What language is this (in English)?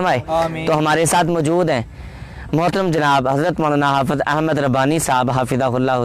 Urdu